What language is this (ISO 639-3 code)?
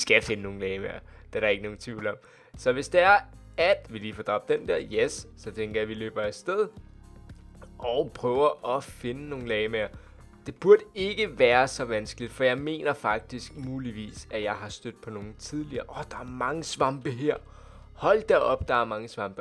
dan